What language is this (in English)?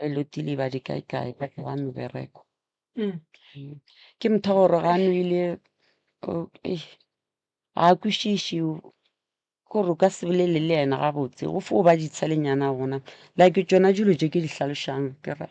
Northern Sotho